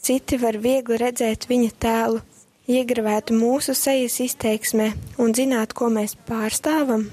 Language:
Latvian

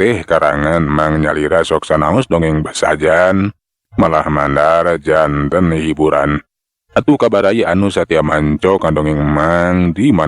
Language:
Sundanese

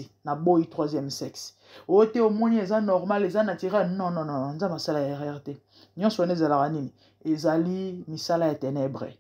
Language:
Lingala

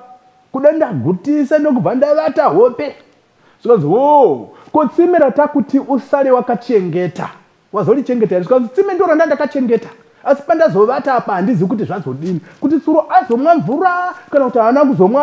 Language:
Shona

